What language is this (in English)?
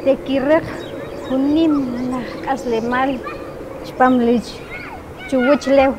Kʼicheʼ